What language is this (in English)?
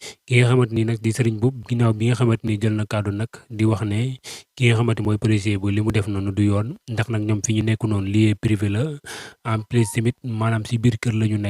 Wolof